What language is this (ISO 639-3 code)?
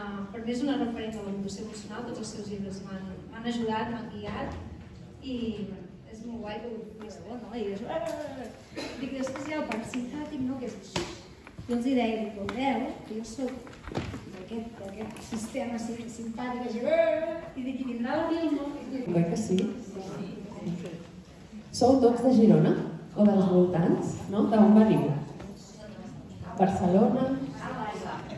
cat